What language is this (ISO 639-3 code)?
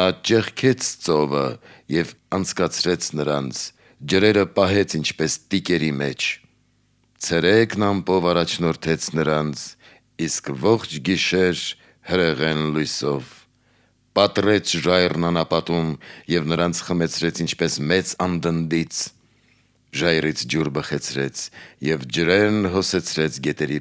hye